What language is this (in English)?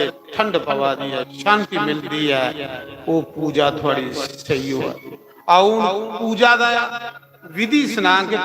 Dogri